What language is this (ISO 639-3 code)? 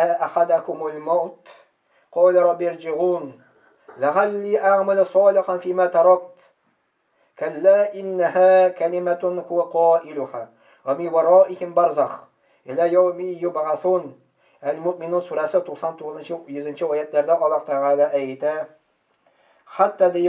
tat